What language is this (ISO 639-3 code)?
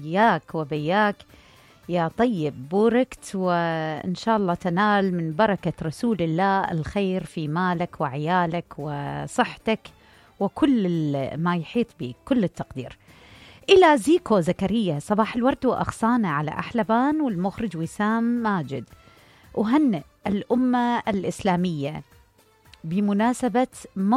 acm